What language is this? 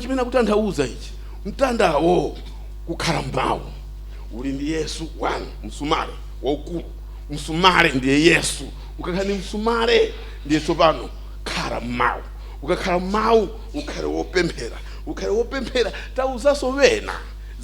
Nyanja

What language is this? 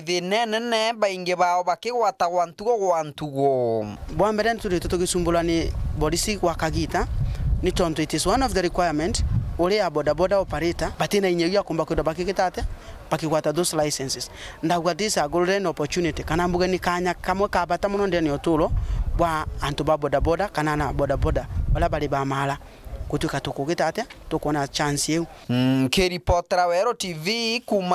Meru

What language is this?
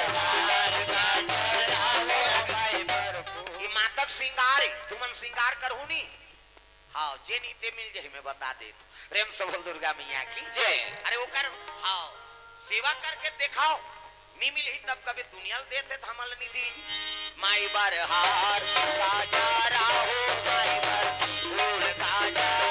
Chhattisgarhi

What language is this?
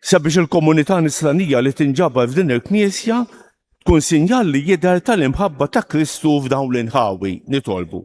Maltese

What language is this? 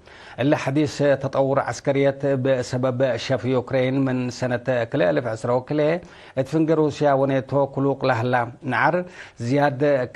Tigre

